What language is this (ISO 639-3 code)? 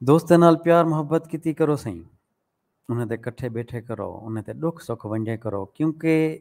skr